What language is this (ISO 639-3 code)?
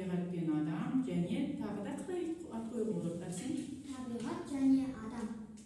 kaz